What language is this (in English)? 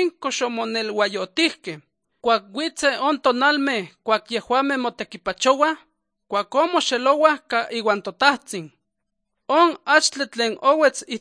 Slovenian